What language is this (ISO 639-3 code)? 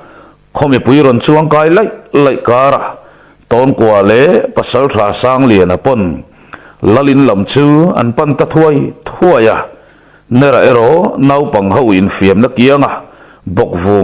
lus